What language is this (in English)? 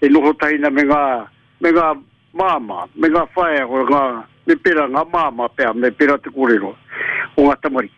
Māori